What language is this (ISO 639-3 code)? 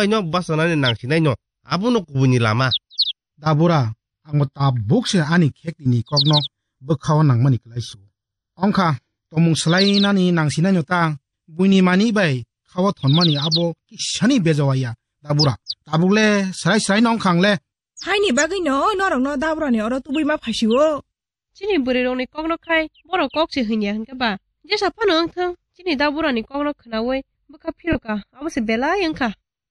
trp